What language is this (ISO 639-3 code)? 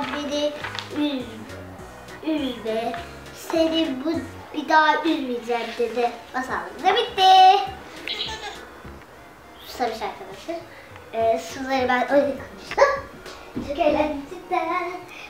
tur